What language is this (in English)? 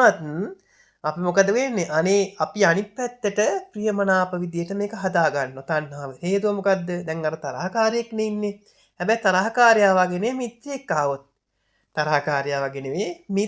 Sinhala